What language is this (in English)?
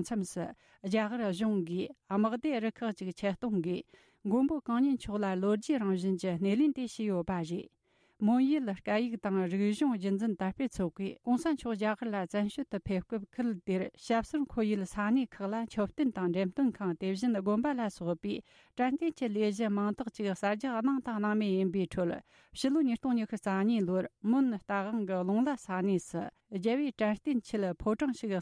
Tibetan